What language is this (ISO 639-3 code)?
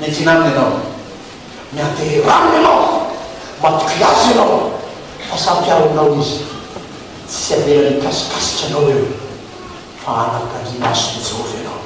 mlg